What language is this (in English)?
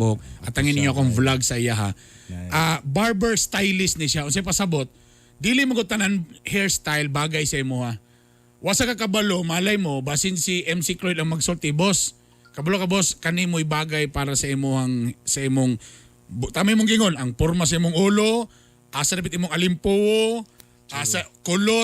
Cebuano